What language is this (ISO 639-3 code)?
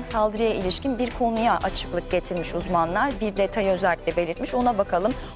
tur